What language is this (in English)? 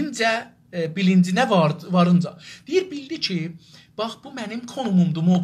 South Azerbaijani